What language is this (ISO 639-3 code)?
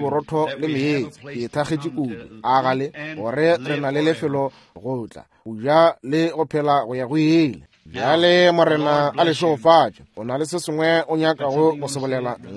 nso